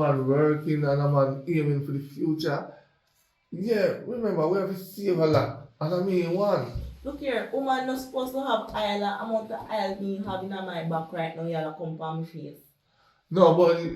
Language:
Jamaican Creole English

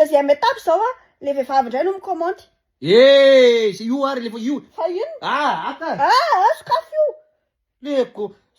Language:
Malagasy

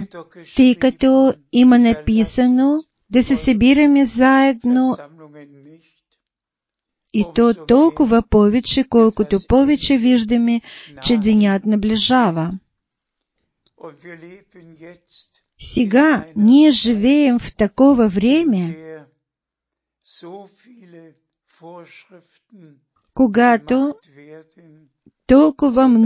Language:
Bulgarian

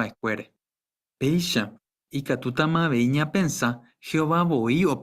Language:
Guarani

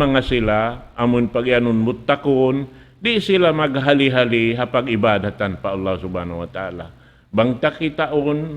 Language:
Tausug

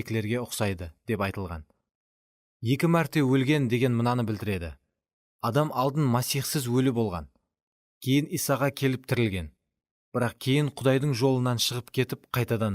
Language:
Kara-Kalpak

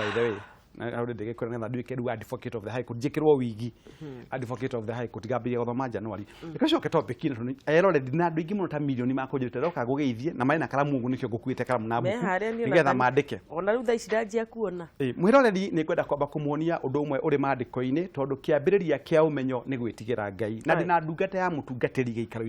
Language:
Kikuyu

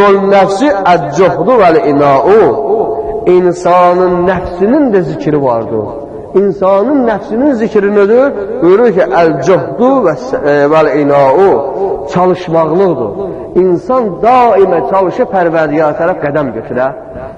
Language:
Azerbaijani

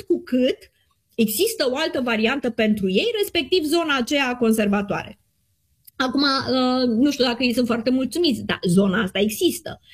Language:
Romanian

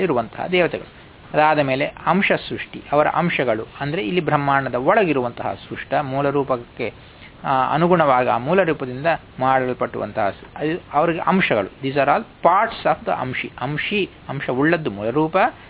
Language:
Kannada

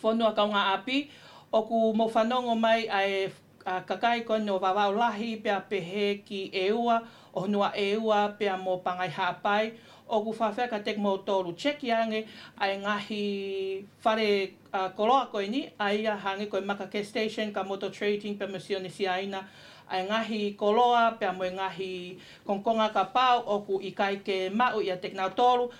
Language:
Tongan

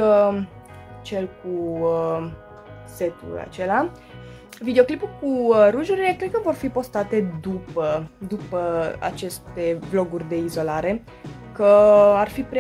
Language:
Romanian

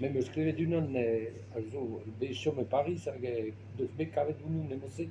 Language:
Breton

